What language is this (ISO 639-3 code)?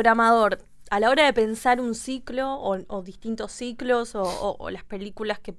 spa